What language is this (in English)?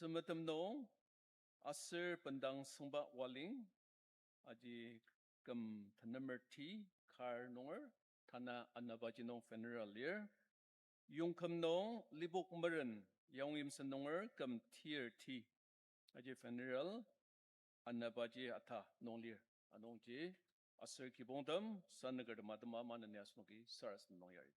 Ao Naga